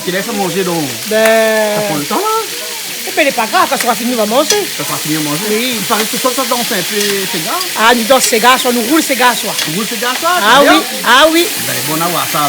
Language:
Réunion Creole French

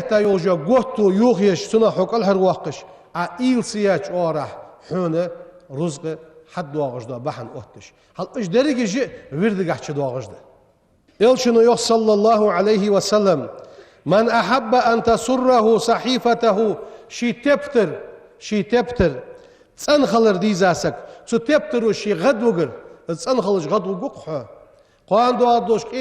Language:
Ingush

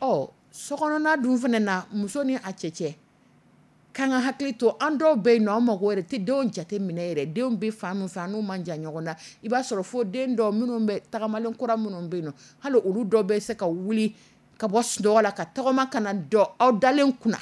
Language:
Dyula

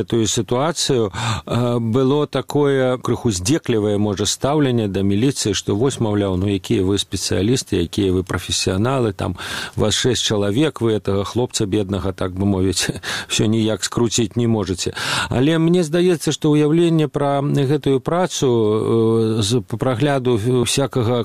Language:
Belarusian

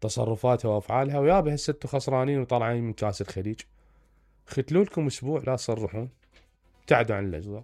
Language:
Mesopotamian Arabic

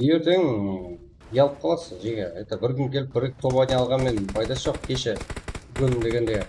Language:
Kara-Kalpak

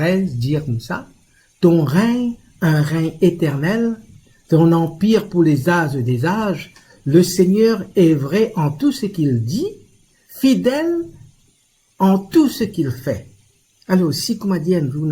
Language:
Morisyen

